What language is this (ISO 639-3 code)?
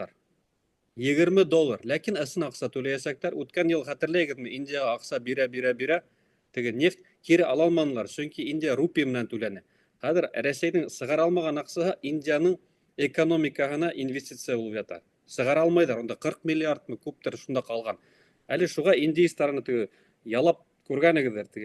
bak